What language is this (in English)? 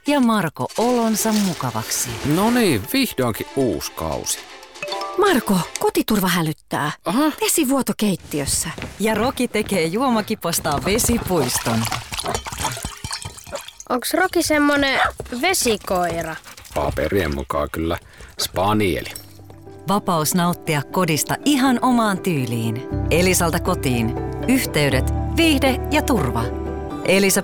Finnish